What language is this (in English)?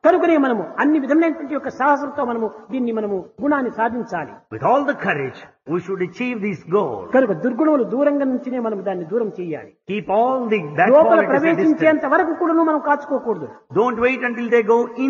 Telugu